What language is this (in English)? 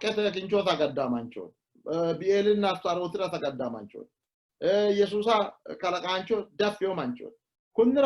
Sidamo